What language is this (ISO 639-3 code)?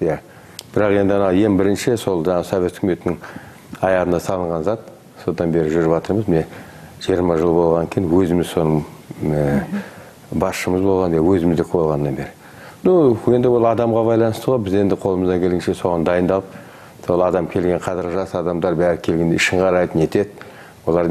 kaz